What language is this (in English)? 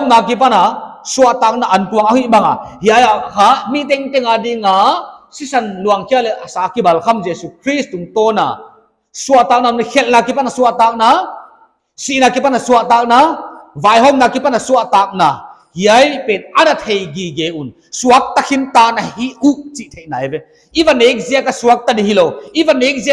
Paite Chin